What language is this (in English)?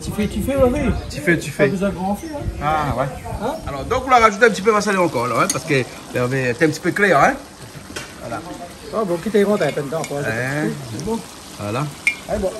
Réunion Creole French